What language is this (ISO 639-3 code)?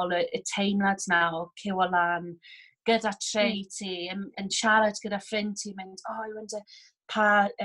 cym